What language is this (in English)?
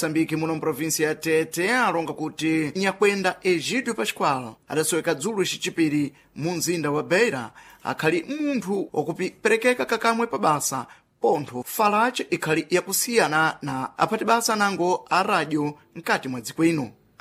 Sena